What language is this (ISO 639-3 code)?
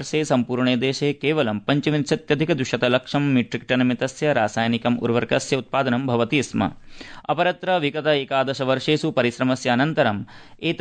san